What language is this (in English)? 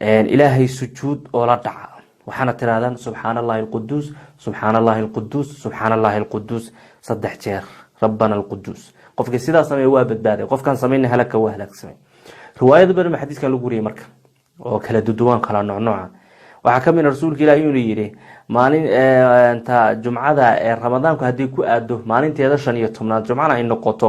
Somali